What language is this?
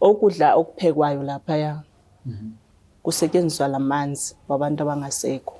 Zulu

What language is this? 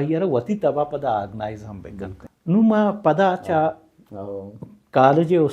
Baluchi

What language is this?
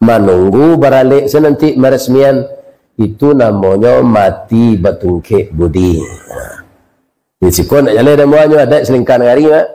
Minangkabau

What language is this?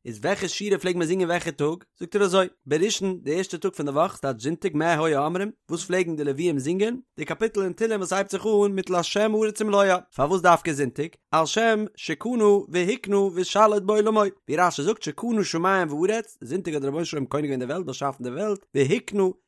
Yiddish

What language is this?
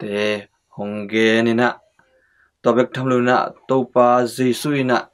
Tedim Chin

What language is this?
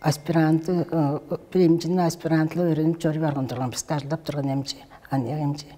Tuvinian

